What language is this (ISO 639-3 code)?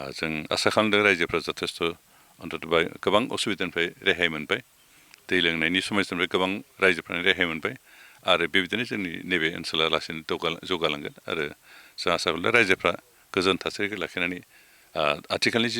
brx